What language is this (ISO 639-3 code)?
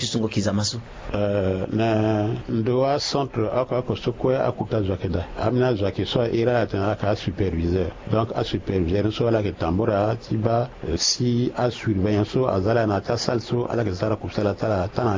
sag